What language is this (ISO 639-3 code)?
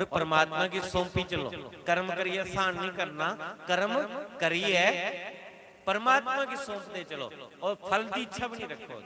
doi